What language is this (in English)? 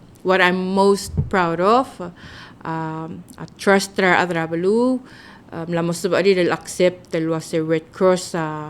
Palauan